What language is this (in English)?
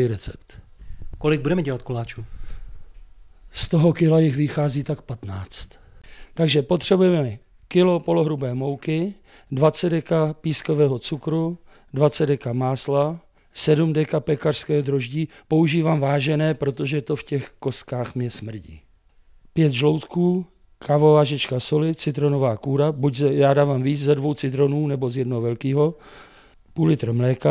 Czech